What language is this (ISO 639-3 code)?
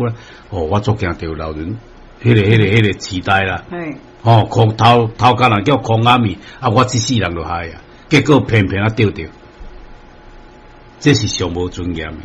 nan